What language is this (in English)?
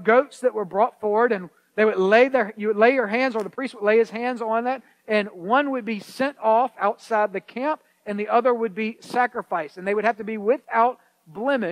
English